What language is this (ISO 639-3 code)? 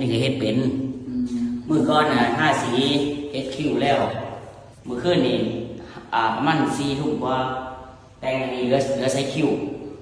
lao